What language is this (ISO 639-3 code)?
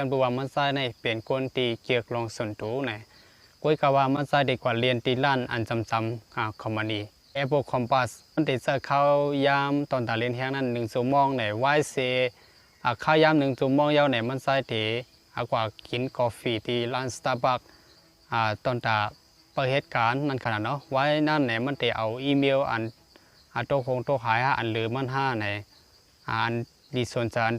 shn